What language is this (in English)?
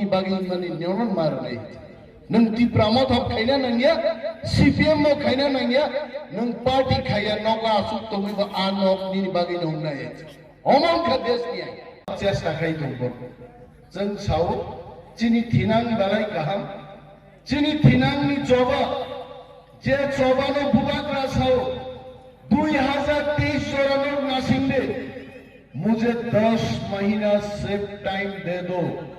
Kok Borok